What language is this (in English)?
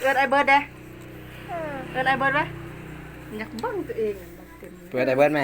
Lao